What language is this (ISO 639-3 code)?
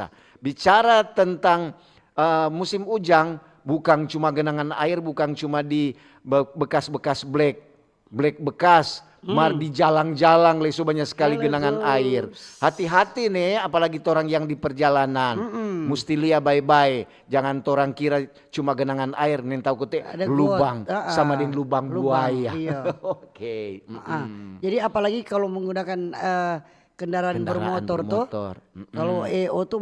xmm